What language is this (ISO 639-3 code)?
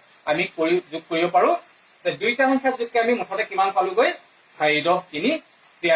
asm